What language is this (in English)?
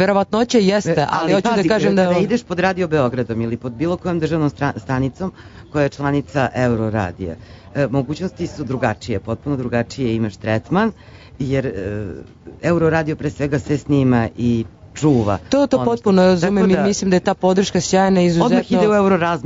Serbian